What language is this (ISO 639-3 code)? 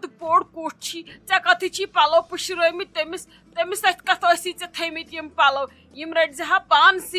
kas